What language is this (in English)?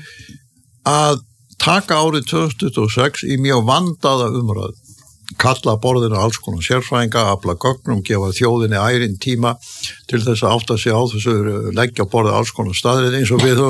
Icelandic